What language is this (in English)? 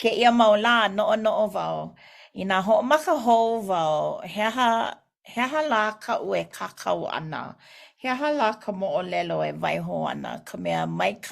Hawaiian